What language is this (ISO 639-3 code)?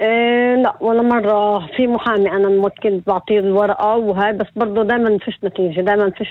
apc